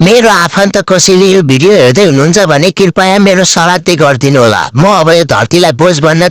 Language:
Nepali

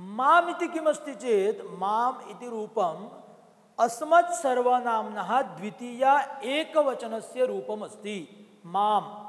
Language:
Sanskrit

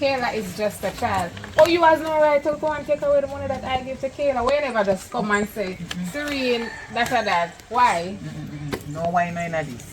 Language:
Jamaican Creole English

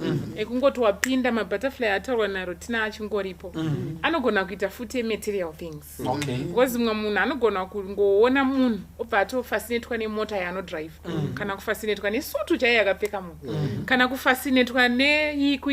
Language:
Shona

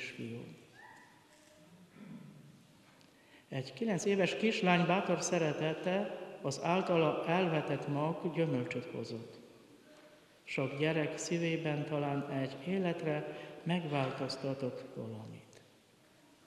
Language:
Hungarian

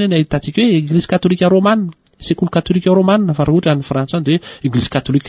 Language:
Malagasy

